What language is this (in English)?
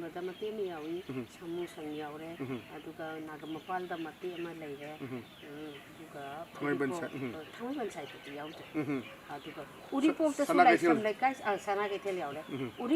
Manipuri